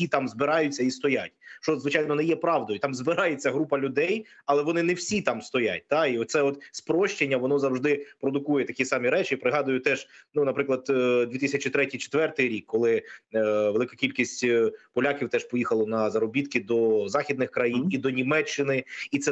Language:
Ukrainian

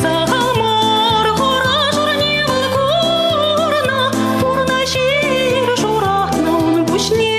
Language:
Chuvash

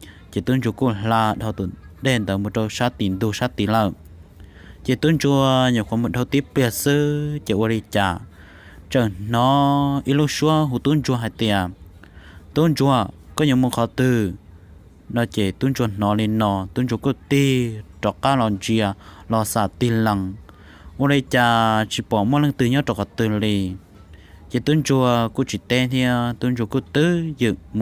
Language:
Hmong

